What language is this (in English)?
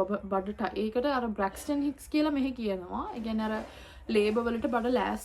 Sinhala